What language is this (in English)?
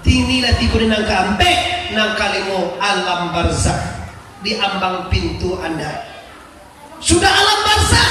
Minangkabau